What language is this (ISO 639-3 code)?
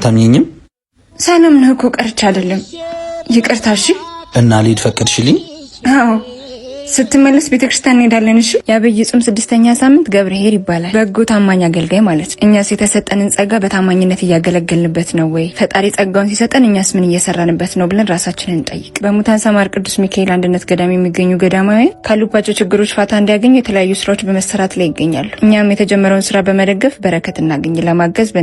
amh